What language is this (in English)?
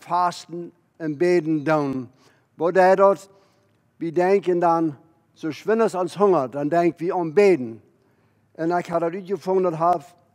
Plautdietsch